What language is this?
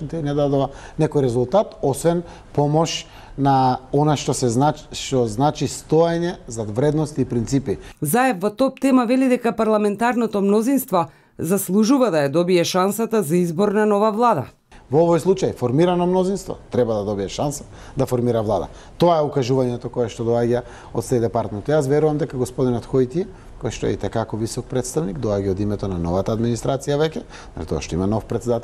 Macedonian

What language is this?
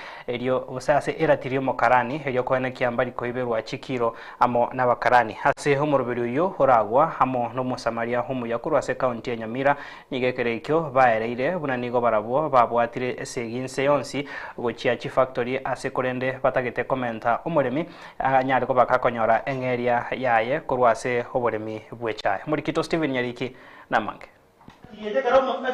Gusii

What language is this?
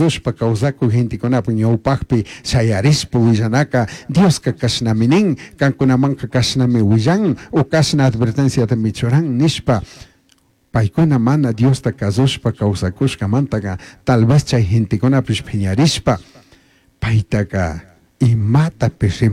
Chimborazo Highland Quichua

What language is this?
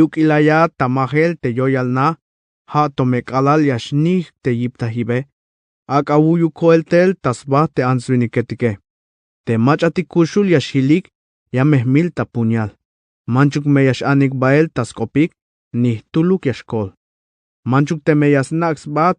Tzeltal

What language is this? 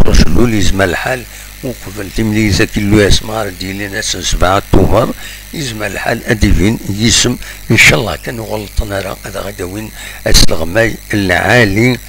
Kabyle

